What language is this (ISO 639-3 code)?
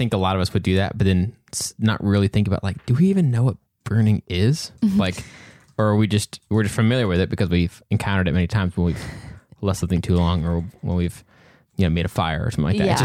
eng